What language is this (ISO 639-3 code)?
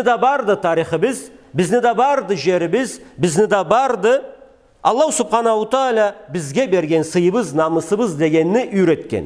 krc